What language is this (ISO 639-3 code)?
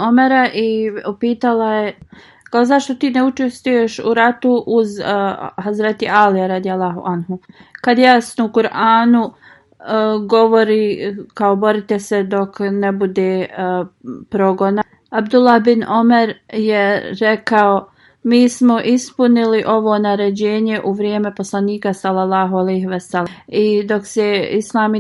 bos